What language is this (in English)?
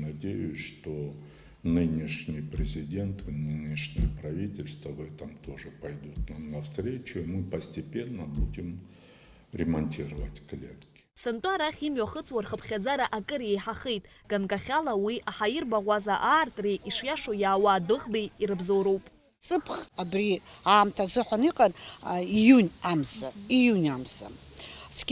Abkhazian